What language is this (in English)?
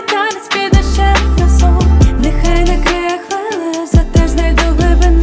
Ukrainian